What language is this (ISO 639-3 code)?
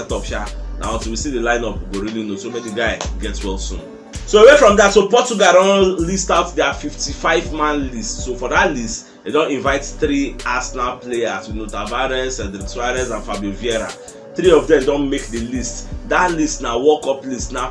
pcm